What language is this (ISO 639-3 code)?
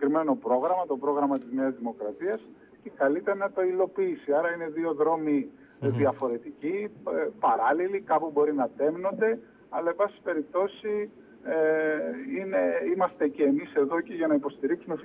ell